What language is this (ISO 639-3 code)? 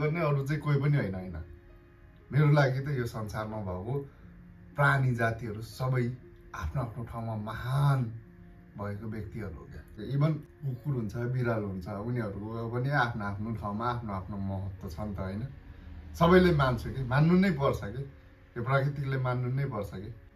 nep